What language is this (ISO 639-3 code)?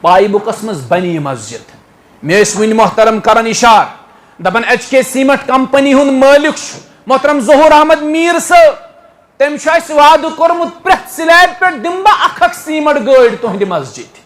kas